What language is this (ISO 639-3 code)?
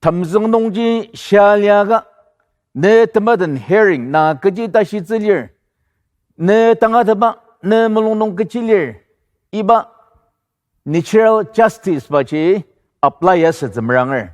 njo